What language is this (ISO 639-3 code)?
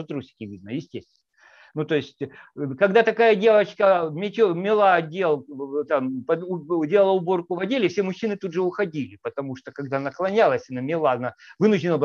rus